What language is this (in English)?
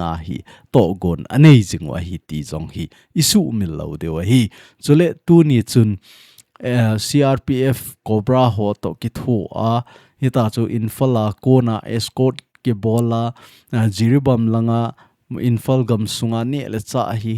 Thado Chin